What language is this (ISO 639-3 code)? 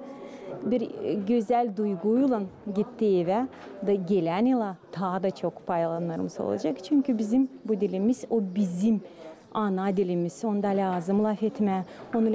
gag